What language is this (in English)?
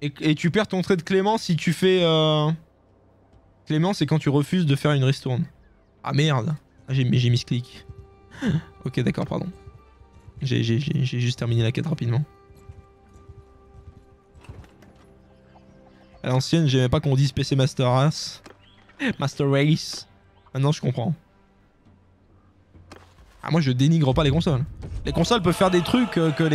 French